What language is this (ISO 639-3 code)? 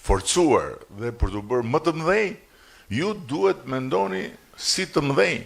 sqi